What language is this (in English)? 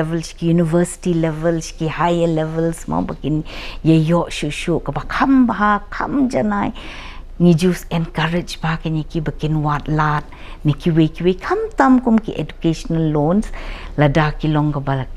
Khasi